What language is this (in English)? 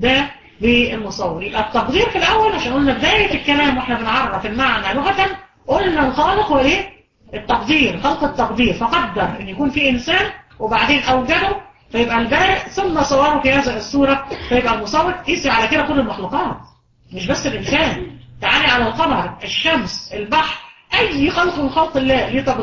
Egyptian Arabic